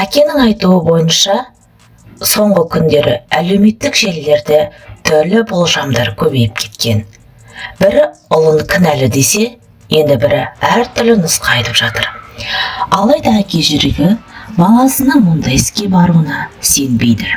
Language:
Kazakh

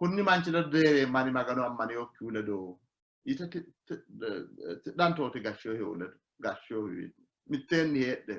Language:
Sidamo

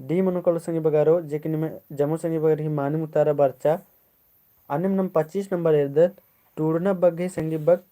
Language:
Kurukh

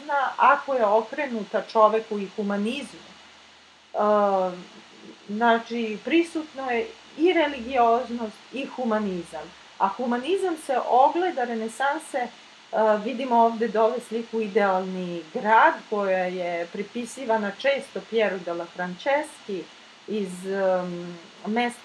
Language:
Serbian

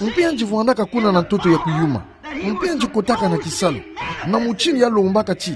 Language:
Kituba (Democratic Republic of Congo)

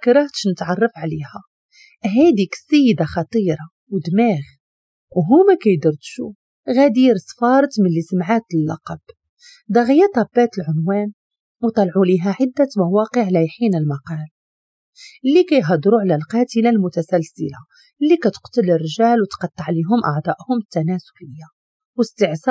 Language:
Moroccan Arabic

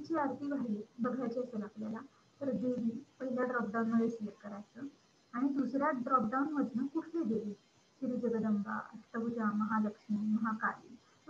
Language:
Marathi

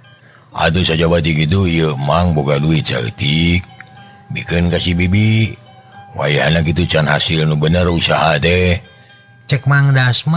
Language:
Sundanese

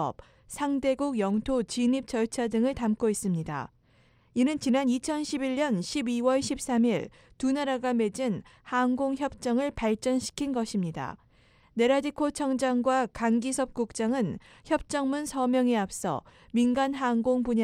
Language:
Korean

